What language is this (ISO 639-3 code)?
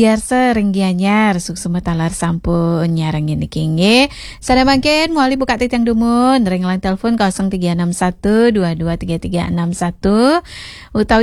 ban